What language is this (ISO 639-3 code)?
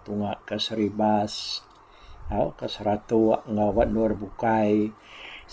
iba